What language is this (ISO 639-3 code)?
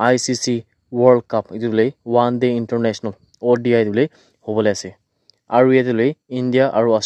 nag